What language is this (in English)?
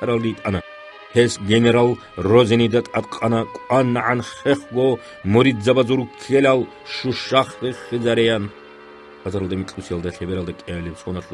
Avaric